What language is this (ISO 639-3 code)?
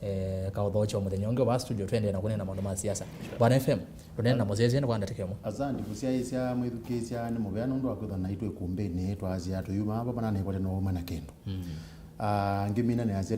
kam